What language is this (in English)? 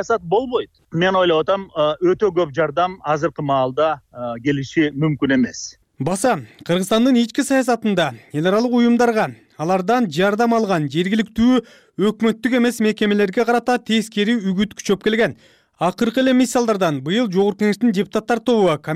Kyrgyz